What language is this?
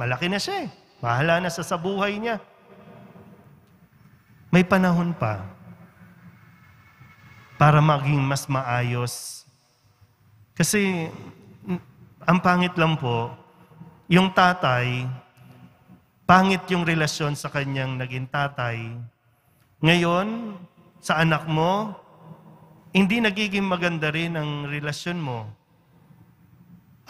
Filipino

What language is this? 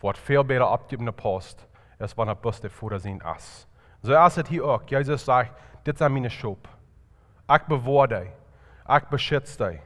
Plautdietsch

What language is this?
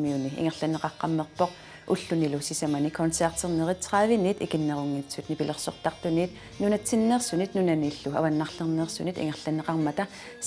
Kalaallisut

